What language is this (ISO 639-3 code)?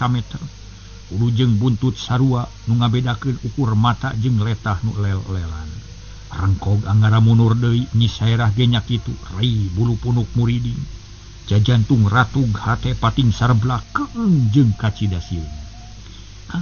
sun